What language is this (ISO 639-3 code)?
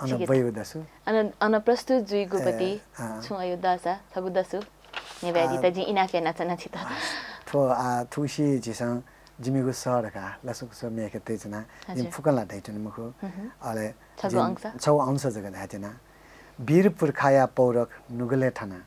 new